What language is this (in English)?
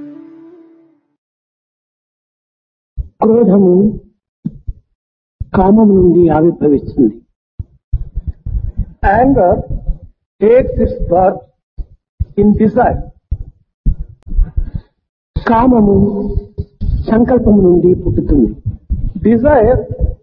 Telugu